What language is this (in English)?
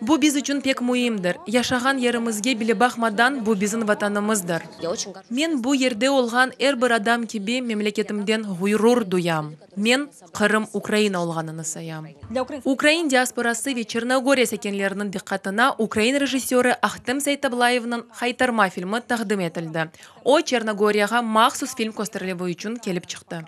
Crimean Tatar